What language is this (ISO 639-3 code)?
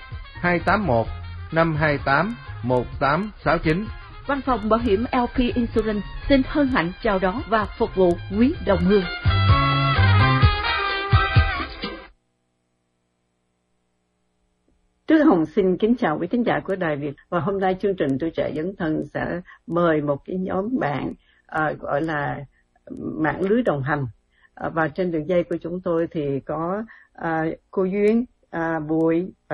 vie